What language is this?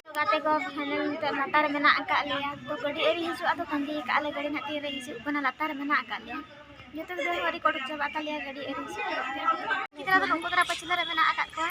Santali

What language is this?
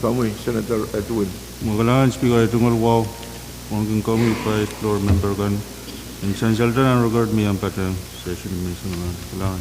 Pohnpeian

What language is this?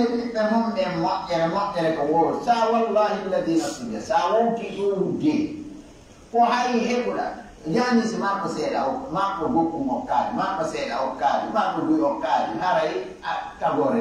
Pular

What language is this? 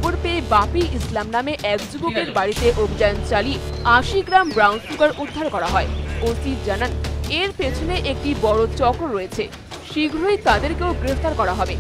Bangla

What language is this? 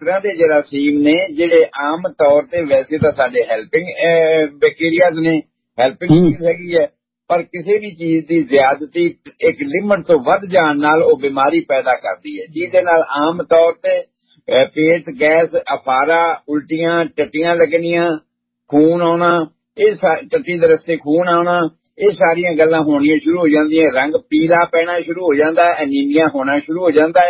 Punjabi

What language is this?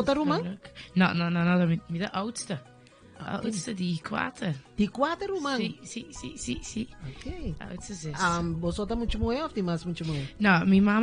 Papiamento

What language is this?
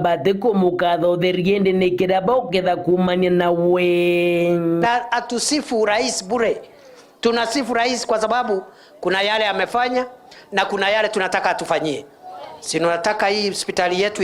Meru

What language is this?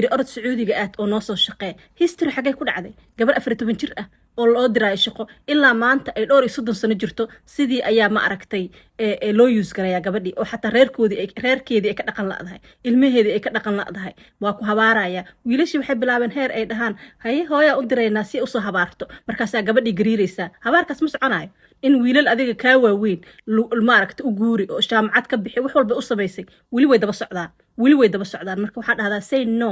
Somali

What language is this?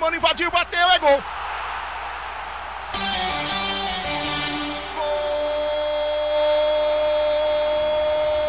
Portuguese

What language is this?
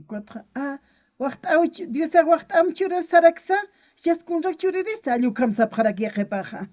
Aymara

